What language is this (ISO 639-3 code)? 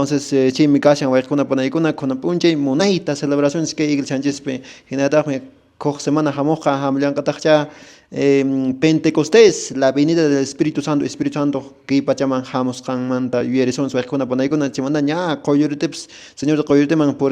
que